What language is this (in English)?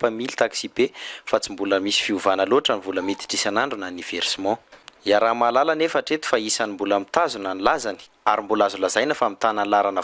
Malagasy